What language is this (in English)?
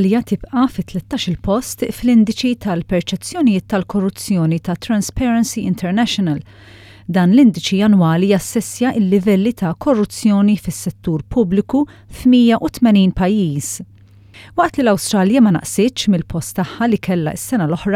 Maltese